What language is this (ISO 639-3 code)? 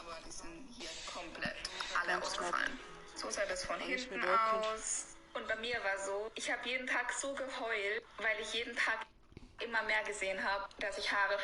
bar